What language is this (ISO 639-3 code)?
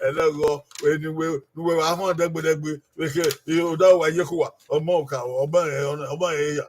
bin